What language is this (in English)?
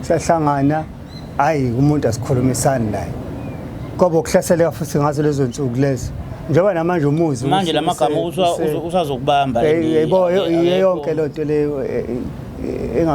Zulu